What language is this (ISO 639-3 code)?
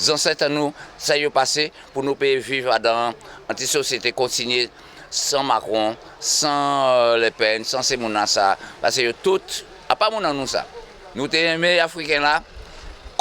gcf